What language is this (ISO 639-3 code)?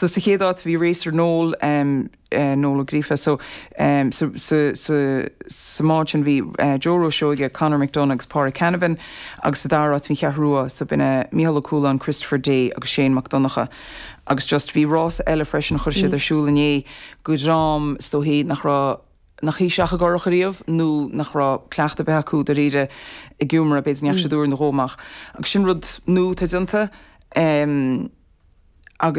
gle